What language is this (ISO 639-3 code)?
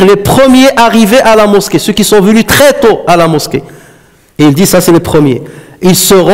fra